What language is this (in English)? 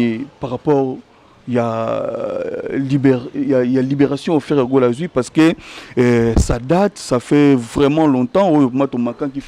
Lingala